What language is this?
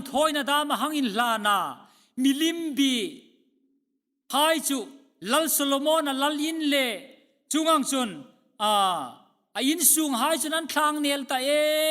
Hmar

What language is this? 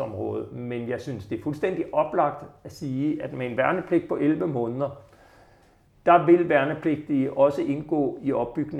Danish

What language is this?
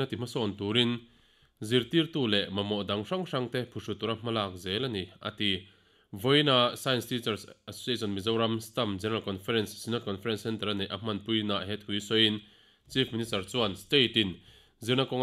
Mizo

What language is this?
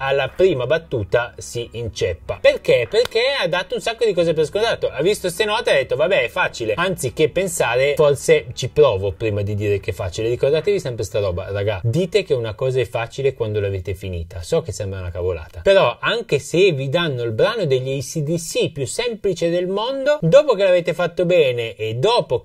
Italian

